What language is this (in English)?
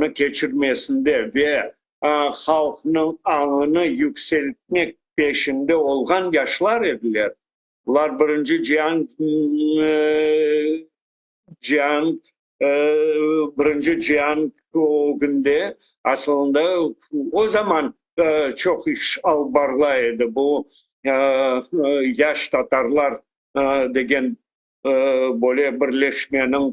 Crimean Tatar